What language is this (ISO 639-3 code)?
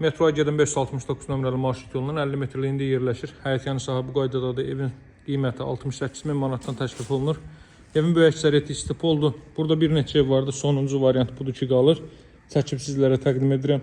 aze